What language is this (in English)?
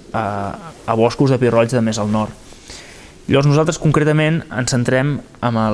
Catalan